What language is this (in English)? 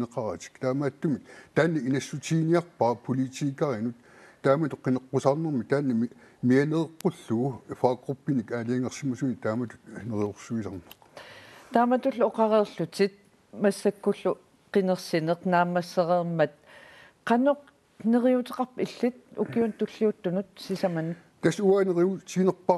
Kalaallisut